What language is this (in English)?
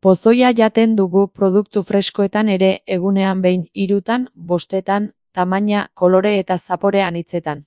Basque